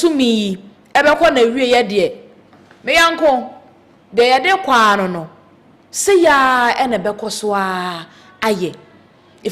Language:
Akan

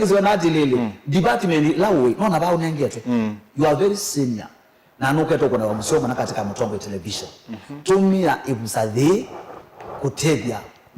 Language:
Kamba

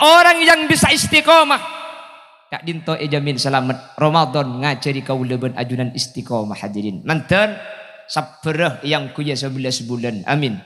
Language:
Madurese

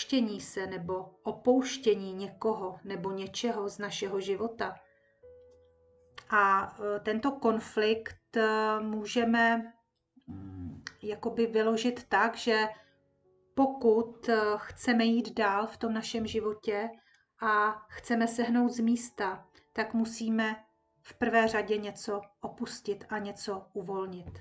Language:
Czech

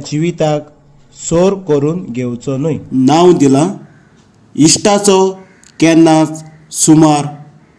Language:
Konkani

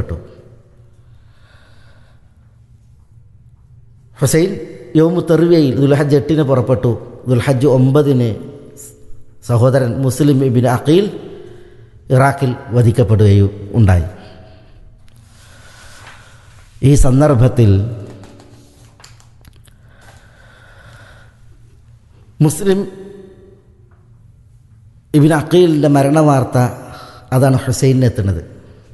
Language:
Malayalam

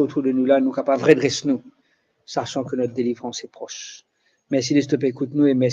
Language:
Morisyen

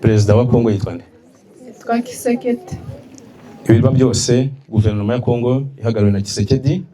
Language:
Kinyarwanda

